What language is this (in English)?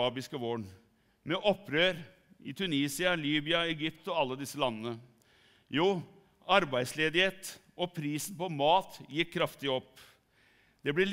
Norwegian